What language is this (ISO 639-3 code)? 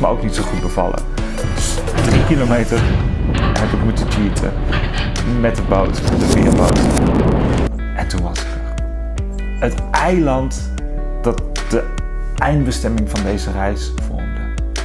nld